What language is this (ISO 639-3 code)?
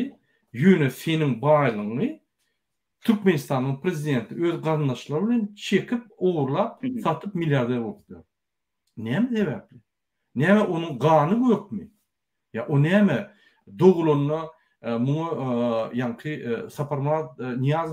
tuk